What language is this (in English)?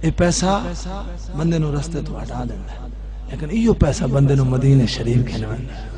Saraiki